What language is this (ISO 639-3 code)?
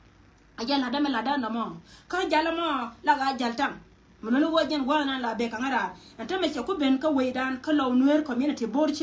nus